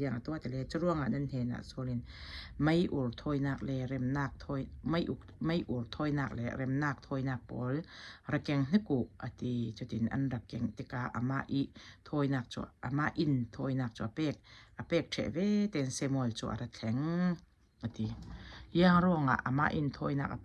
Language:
Falam Chin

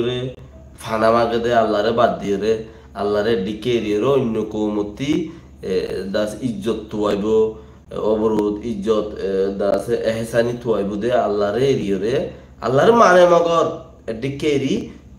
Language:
Rohingya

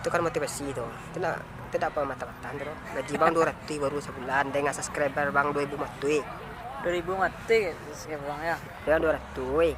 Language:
Minangkabau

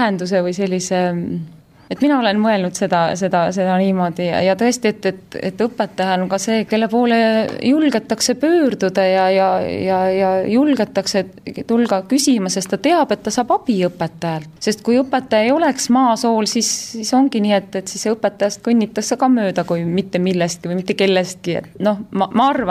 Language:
Estonian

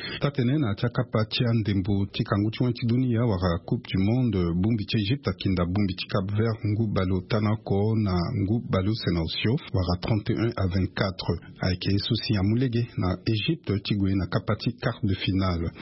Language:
Sango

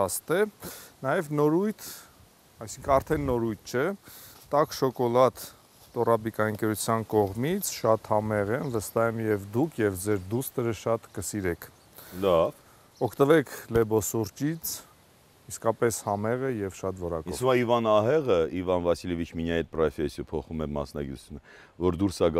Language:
Armenian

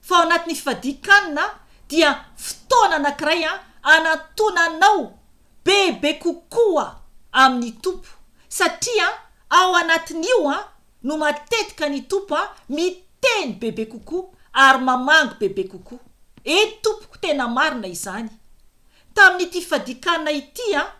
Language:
Malagasy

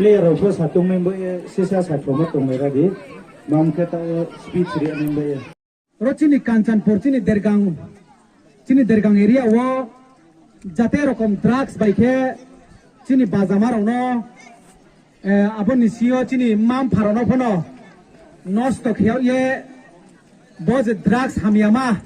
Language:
Riang (India)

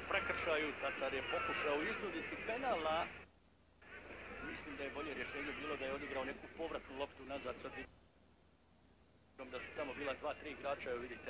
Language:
Croatian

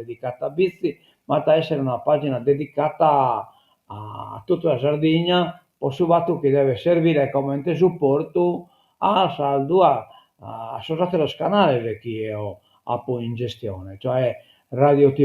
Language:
Sardinian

